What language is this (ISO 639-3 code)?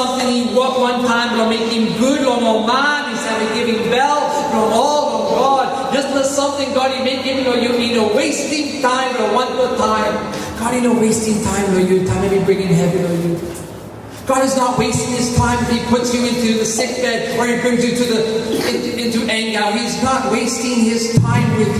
tpi